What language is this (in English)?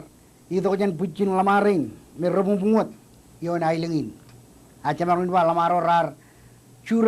Marshallese